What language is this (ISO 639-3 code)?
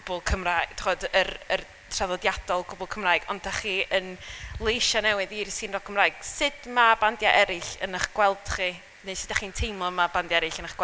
cym